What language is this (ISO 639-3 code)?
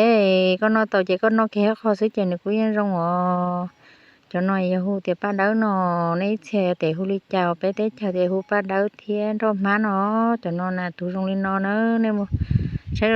hmn